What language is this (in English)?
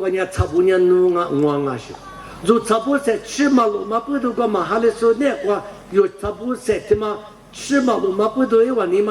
Lisu